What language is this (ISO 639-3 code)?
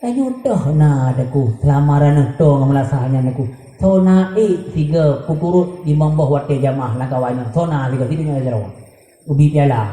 ace